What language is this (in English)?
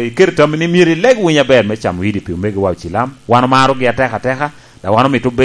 Lango (Uganda)